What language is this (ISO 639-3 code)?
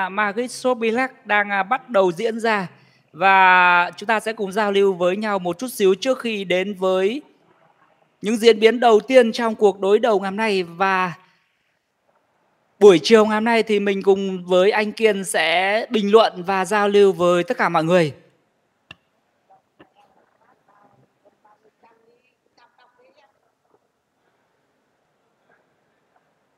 vie